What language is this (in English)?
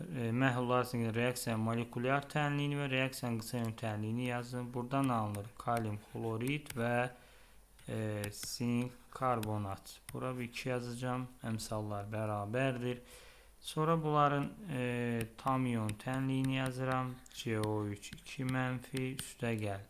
Azerbaijani